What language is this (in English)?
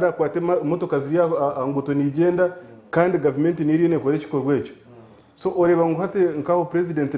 Nyankole